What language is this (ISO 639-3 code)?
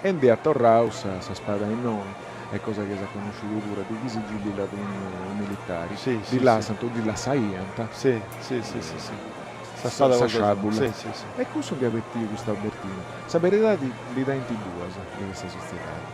srd